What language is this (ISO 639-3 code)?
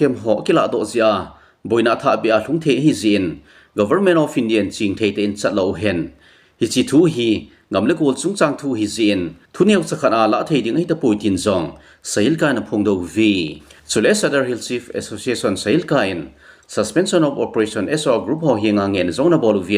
tcz